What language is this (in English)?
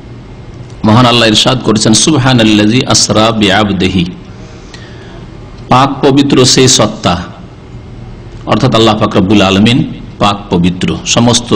Bangla